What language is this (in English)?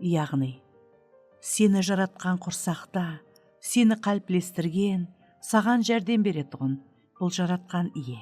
Kara-Kalpak